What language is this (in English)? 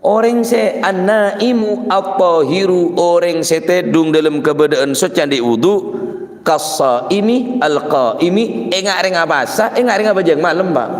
Madurese